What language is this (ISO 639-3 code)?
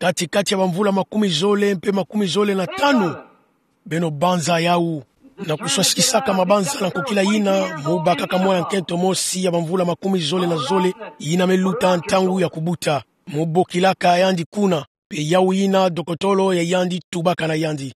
ktu